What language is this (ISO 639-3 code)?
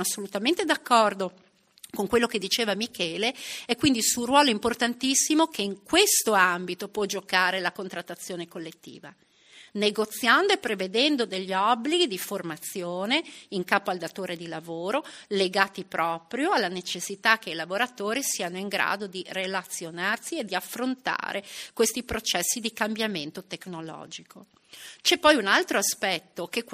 ita